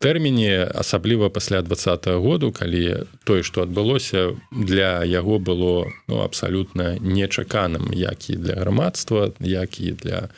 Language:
Belarusian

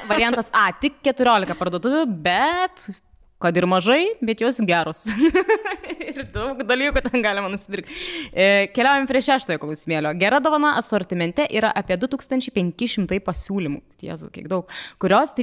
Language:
Lithuanian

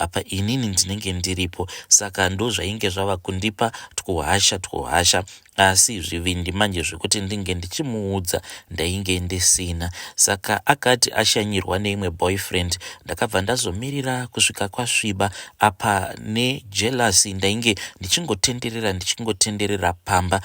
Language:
Shona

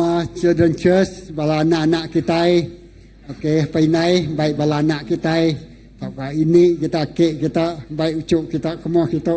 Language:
Iban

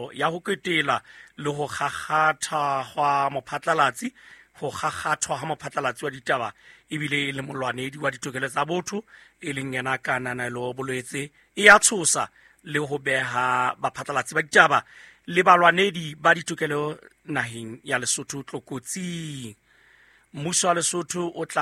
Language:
Southern Sotho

